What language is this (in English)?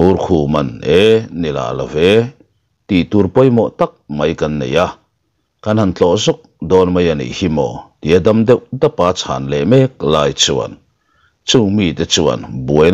Mizo